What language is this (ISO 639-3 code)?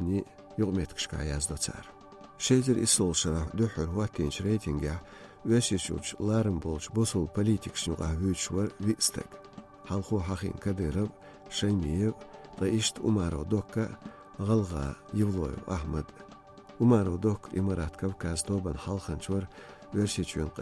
che